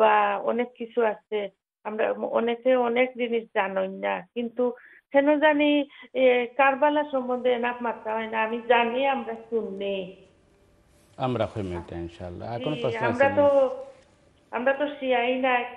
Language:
Bangla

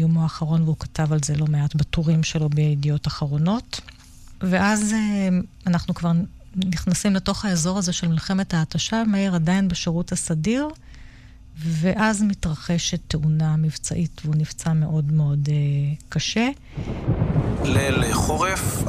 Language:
Hebrew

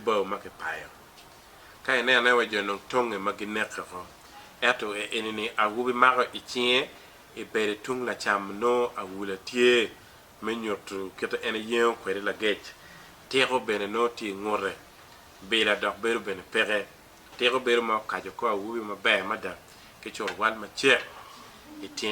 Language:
Acoli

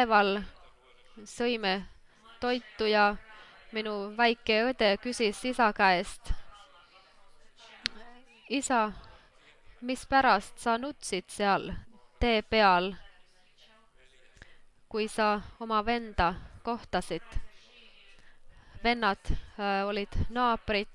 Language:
Estonian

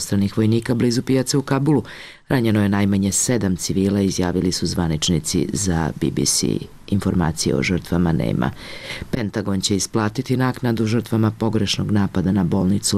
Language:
Serbian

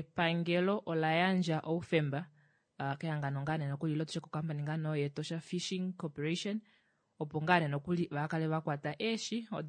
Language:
Kuanyama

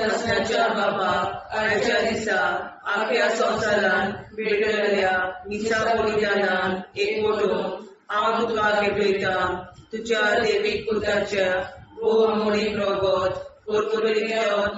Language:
Konkani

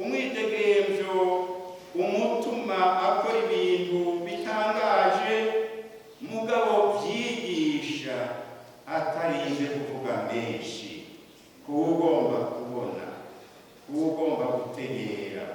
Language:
Rundi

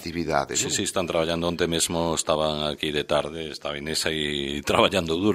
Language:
Galician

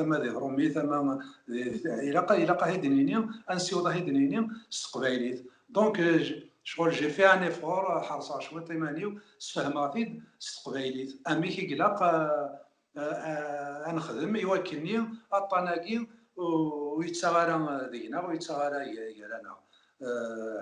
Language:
Kabyle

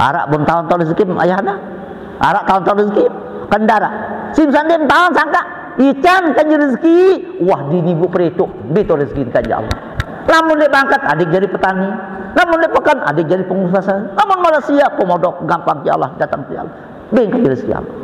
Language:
Sasak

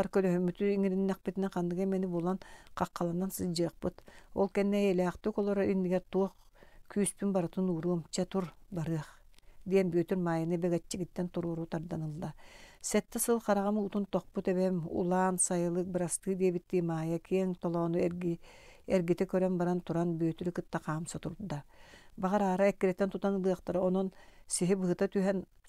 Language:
Yakut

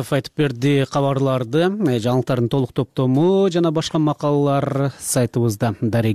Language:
Kyrgyz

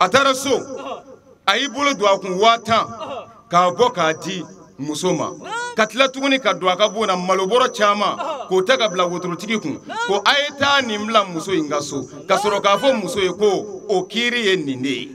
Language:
Bambara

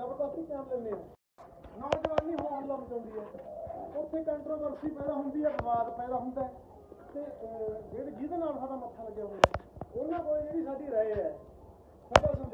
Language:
Punjabi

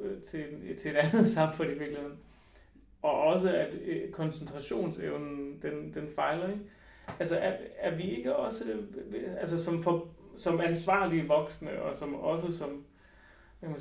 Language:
Danish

